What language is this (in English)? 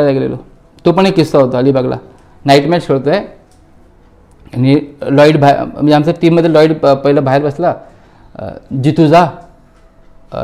Marathi